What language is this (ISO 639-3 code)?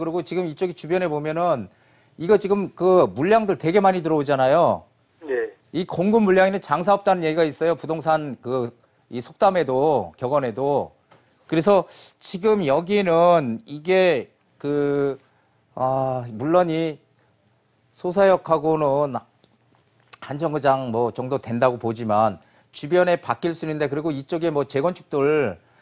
kor